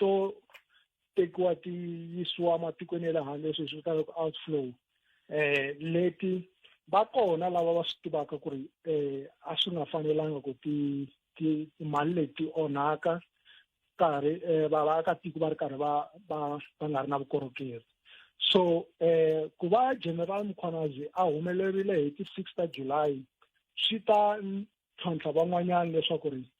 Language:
Tsonga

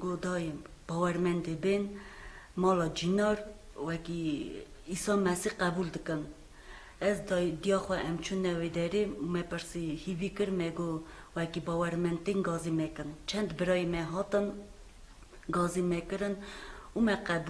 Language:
Kurdish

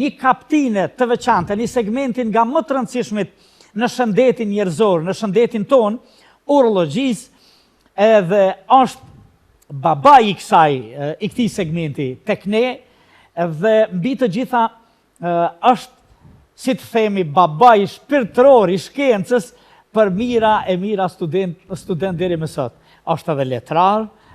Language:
Albanian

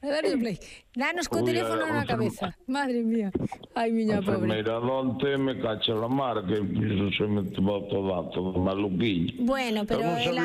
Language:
Galician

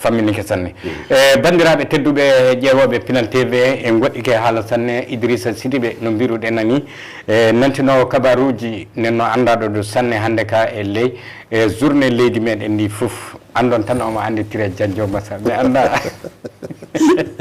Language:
Fula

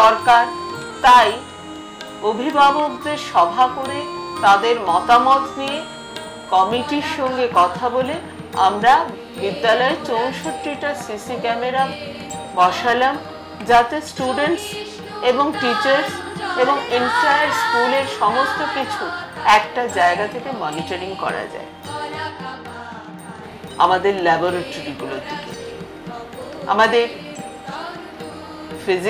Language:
Bangla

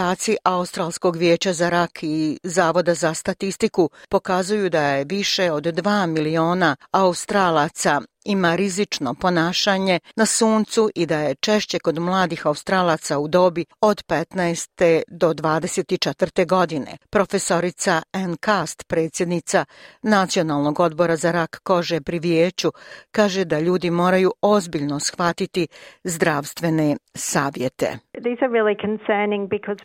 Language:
Bosnian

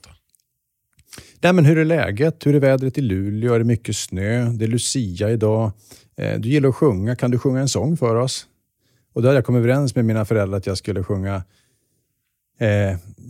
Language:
Swedish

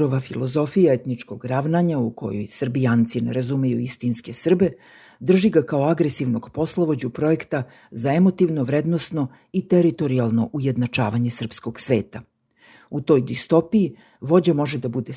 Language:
Serbian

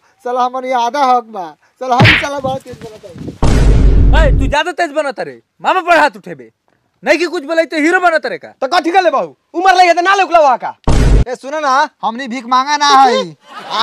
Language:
Bhojpuri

